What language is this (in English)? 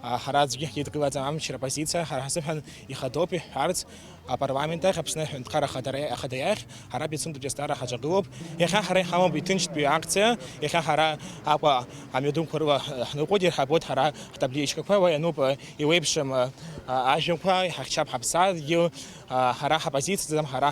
Abkhazian